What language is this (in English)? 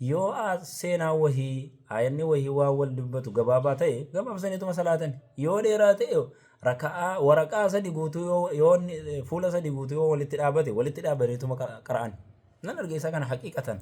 Oromo